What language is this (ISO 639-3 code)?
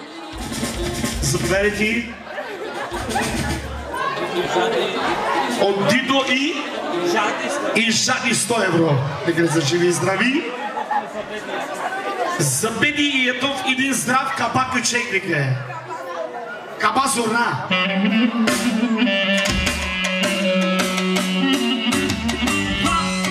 bul